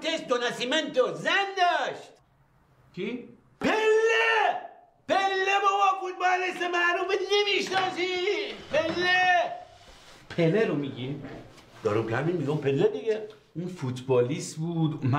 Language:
Persian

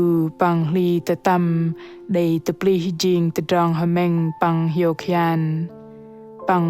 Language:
Bahnar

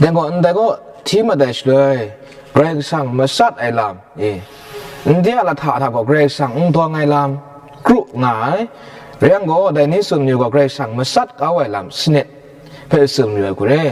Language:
Kachin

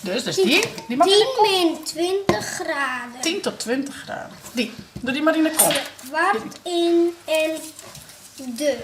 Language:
Western Frisian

